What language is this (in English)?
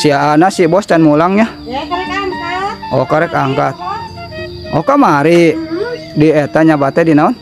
Sundanese